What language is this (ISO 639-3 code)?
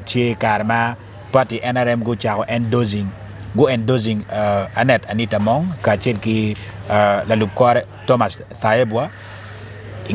ach